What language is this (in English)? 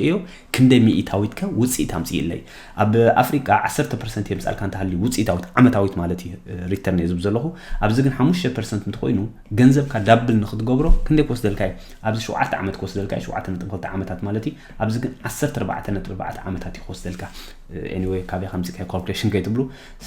Tigrinya